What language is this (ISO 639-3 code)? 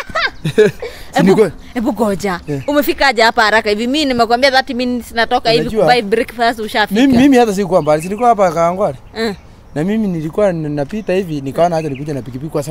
swa